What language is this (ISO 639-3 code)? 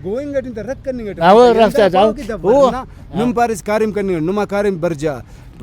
brh